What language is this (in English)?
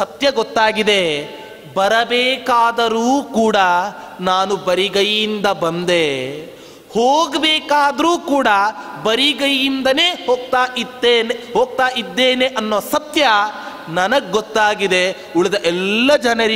Kannada